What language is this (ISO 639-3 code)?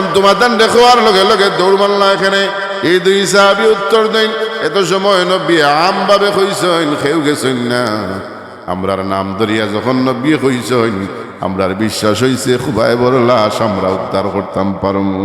syl